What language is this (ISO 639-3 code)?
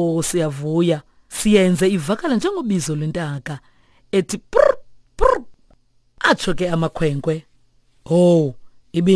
xho